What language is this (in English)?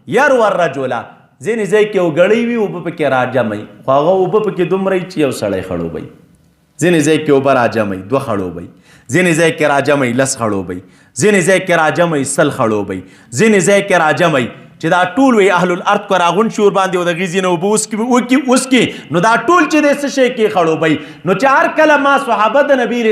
Pashto